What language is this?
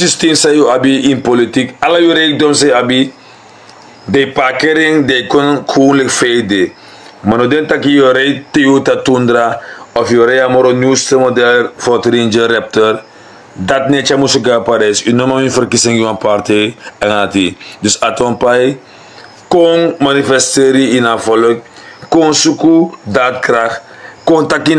Sranan Tongo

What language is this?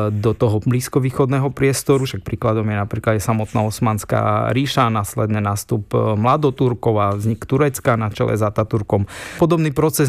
Slovak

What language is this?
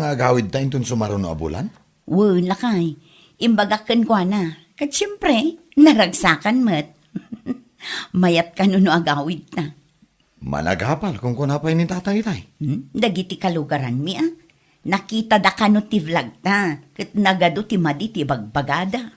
Iloko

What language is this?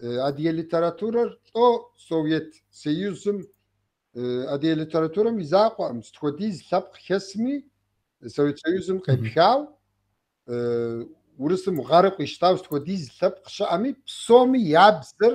Kabardian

